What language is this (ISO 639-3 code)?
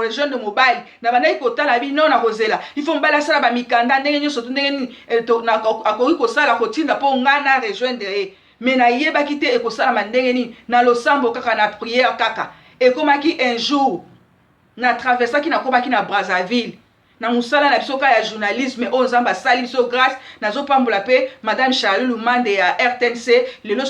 lin